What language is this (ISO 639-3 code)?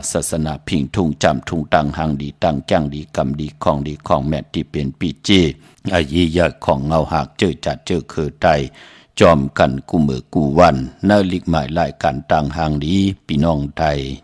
shn